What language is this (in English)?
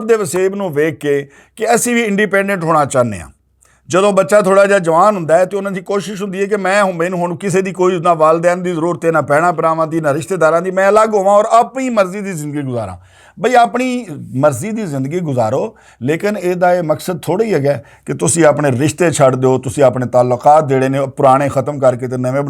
Western Panjabi